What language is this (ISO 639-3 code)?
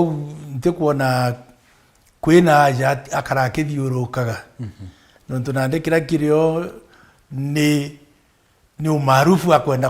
mer